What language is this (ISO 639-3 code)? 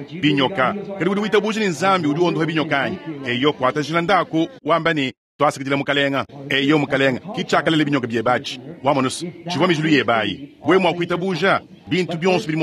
lua